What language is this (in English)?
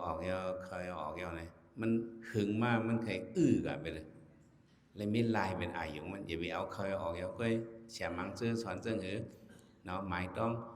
Shan